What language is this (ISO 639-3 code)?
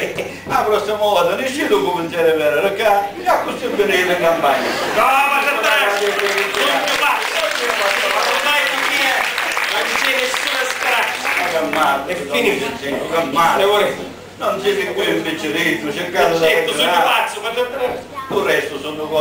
scn